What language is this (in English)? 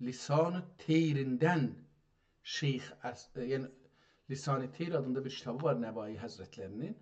South Azerbaijani